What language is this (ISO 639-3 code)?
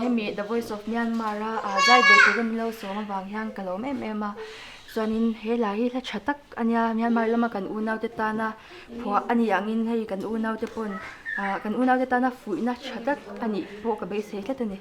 lus